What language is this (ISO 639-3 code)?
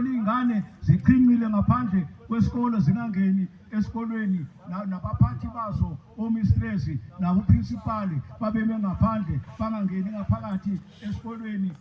zul